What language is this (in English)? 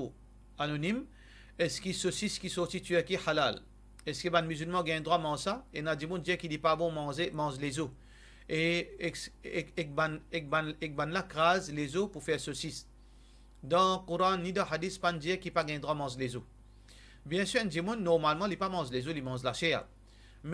Morisyen